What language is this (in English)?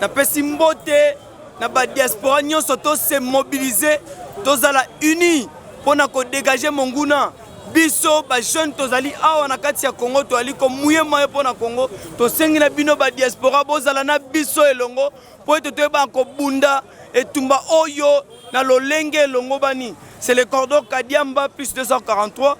Lingala